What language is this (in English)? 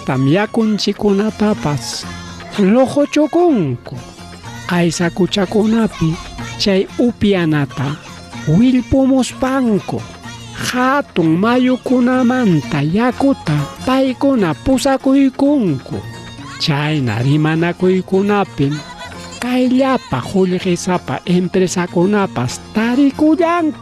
Ayacucho Quechua